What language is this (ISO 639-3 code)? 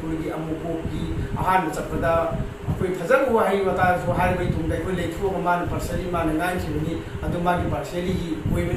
mni